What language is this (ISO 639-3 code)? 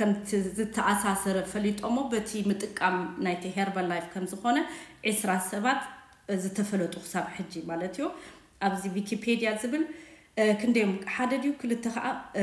tir